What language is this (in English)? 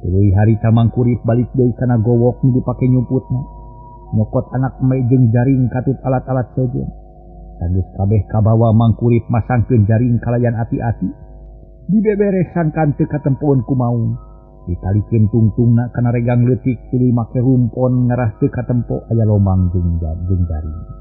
Sundanese